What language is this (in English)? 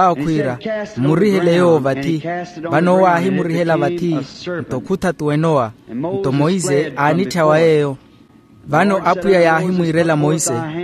Makhuwa